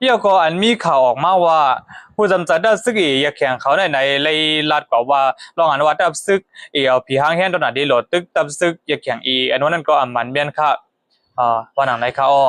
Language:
Shan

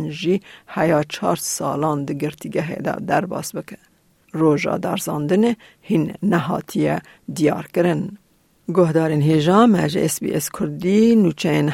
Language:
Kurdish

